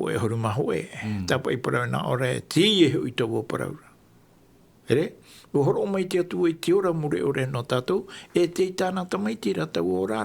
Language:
Tahitian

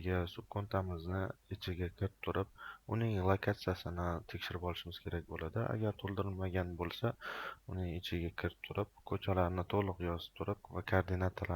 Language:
Uzbek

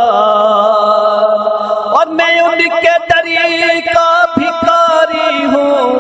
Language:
Urdu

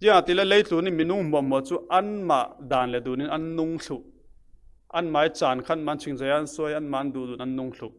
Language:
Falam Chin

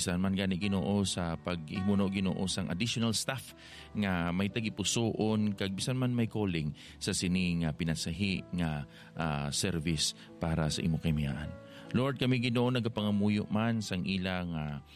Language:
Hiligaynon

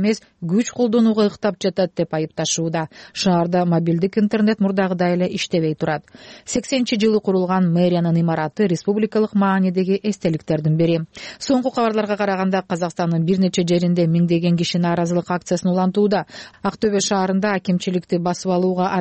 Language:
Kyrgyz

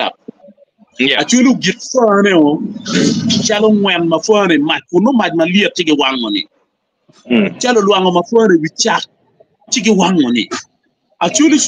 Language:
Acoli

